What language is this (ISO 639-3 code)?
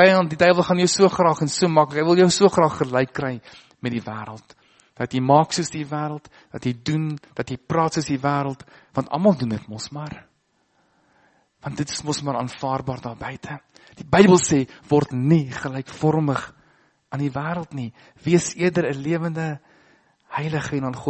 afr